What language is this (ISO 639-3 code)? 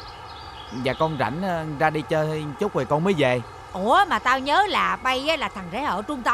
vie